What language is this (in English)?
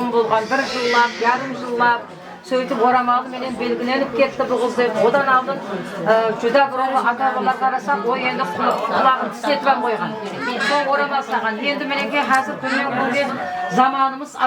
Kara-Kalpak